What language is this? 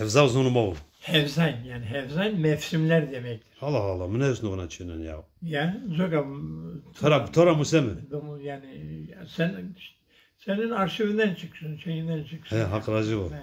Zaza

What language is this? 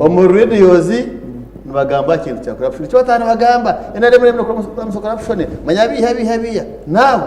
Nyankole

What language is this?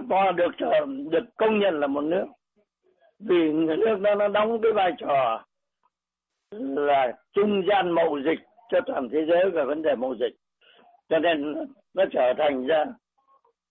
Vietnamese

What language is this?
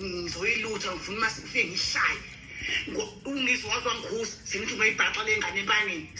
Zulu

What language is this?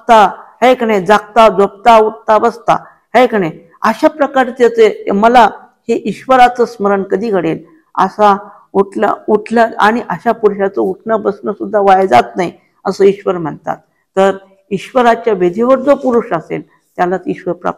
Marathi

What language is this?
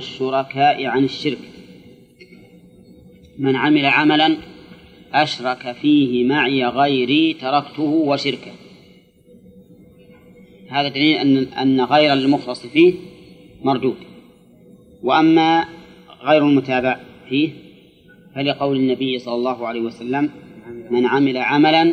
Arabic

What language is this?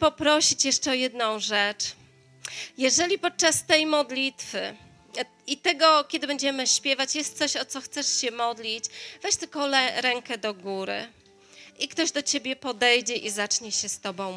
Polish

